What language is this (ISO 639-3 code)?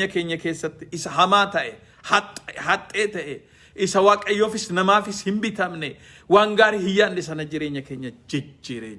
orm